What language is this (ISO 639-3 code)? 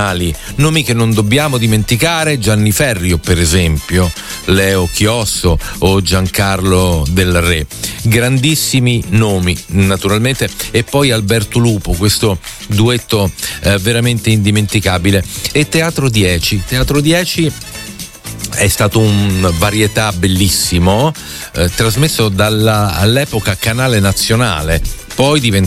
ita